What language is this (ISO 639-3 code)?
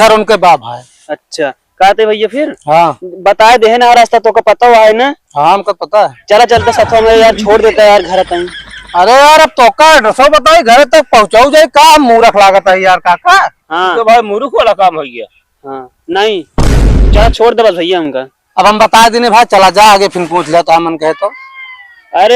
awa